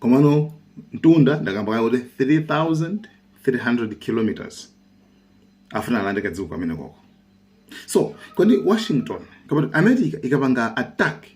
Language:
Nyanja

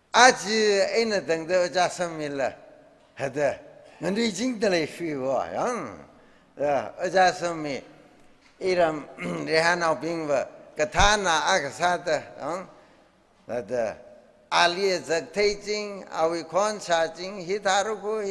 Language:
Tangkhul Naga (India)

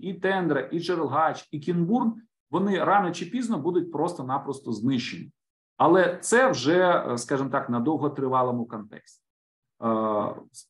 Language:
Ukrainian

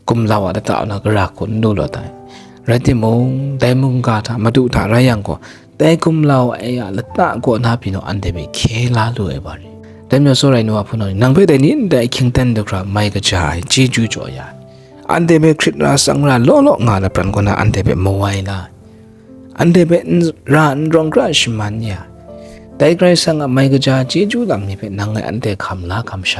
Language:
Kachin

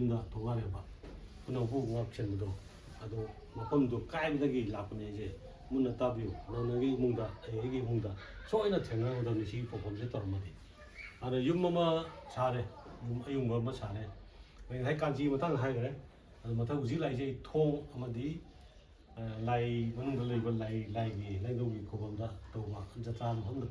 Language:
Manipuri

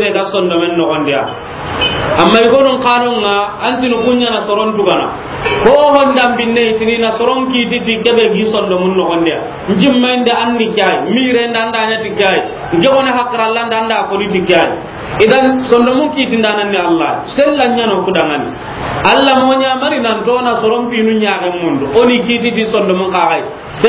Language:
Soninke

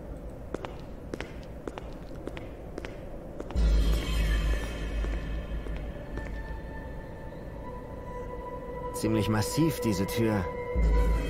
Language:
German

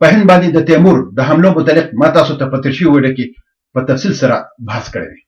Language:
Pashto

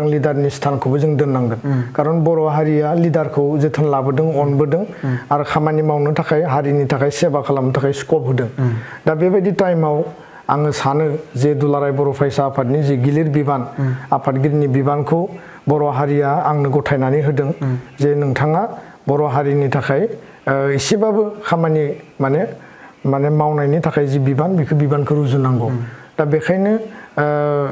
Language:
Bodo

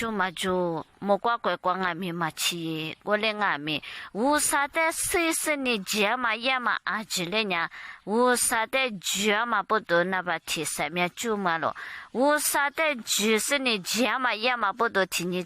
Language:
Lisu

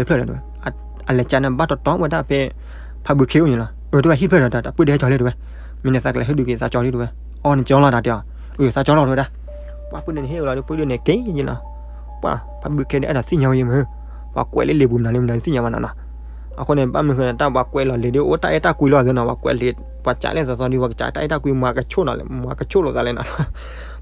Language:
S'gaw Karen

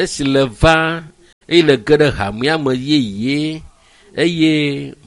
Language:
Ewe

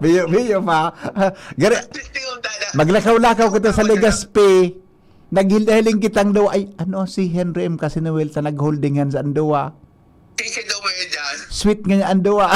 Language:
Bikol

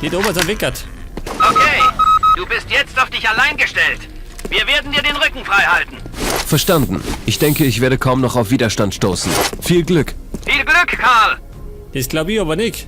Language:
Bavarian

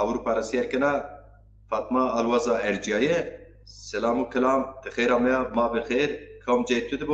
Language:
Zaza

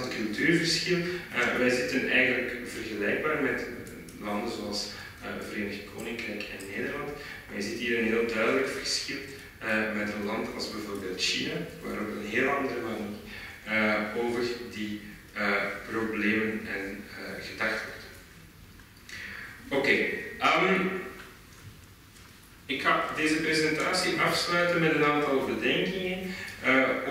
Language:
Dutch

